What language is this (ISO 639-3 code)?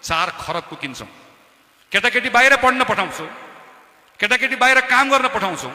nep